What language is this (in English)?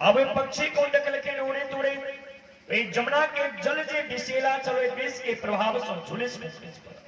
Maithili